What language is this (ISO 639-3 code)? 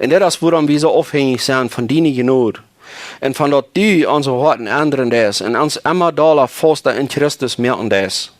pdt